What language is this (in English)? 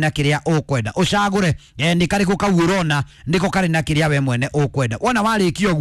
Kikuyu